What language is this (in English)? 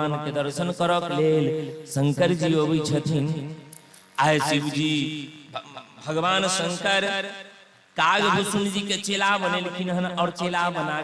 Maithili